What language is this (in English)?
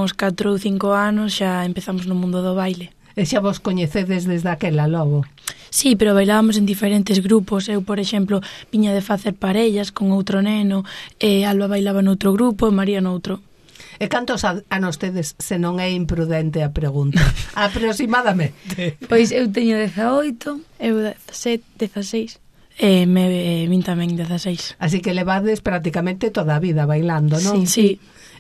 Galician